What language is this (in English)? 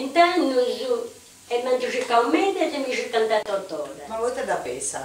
Sardinian